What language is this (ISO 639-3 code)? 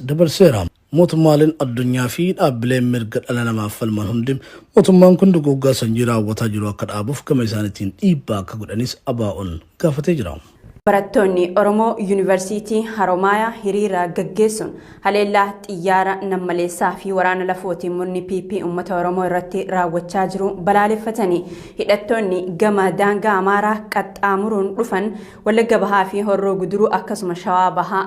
orm